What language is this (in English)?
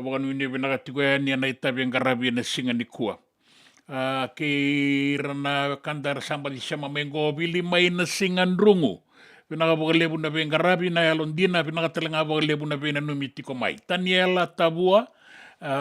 Fijian